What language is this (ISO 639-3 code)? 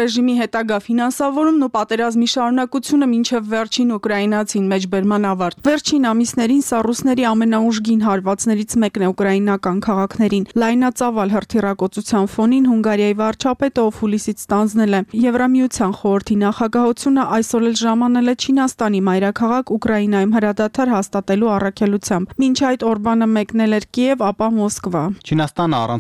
hye